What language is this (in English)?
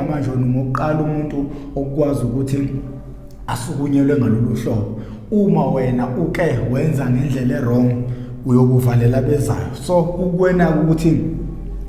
Zulu